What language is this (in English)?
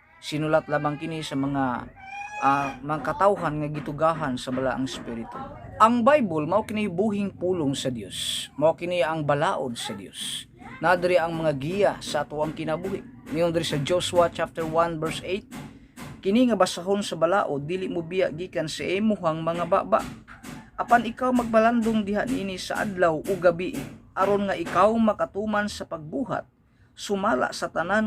Cebuano